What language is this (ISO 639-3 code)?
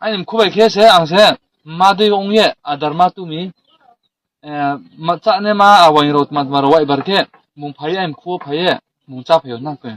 ria